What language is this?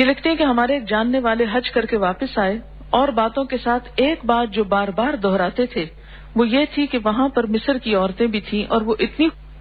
Urdu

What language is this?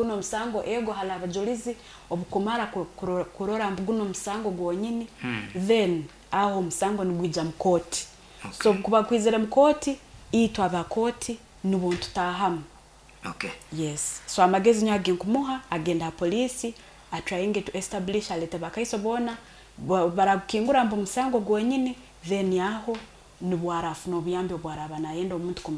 Nyoro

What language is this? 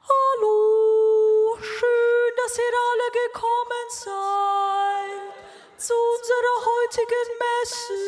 Swiss German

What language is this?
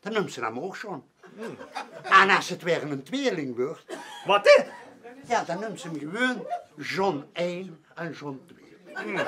Limburgish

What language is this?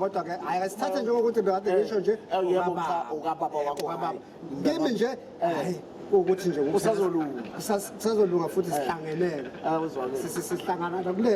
Zulu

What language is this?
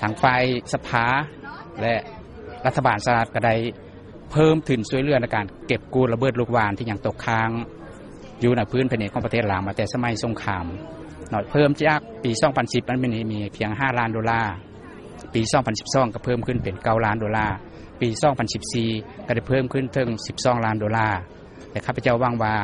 Lao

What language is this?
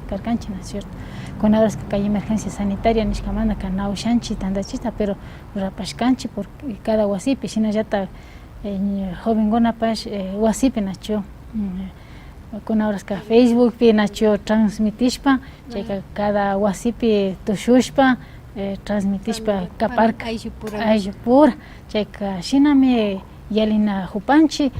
Imbabura Highland Quichua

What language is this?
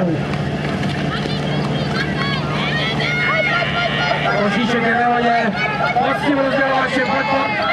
Czech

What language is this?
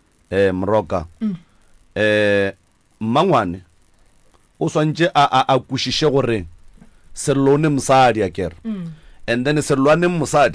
Northern Sotho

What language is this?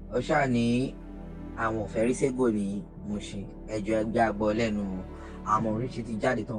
Yoruba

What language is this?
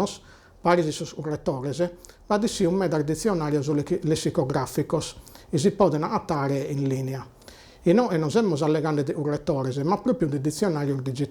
Sardinian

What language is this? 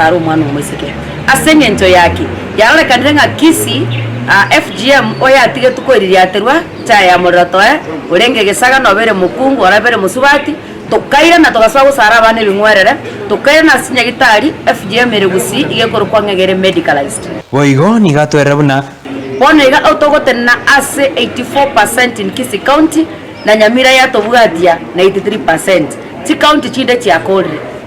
Gusii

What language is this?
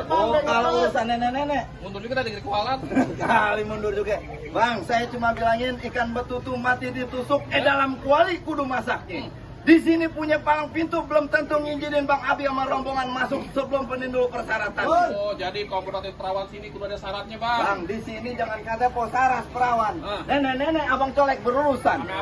Betawi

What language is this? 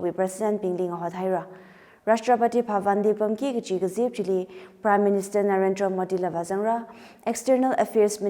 Tangkhul Naga (India)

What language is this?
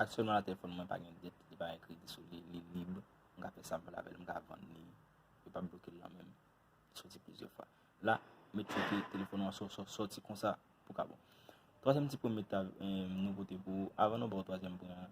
Haitian Creole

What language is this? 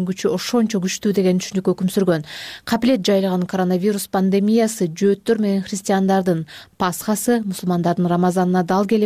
Kyrgyz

